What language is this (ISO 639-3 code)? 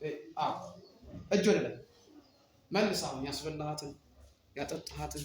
amh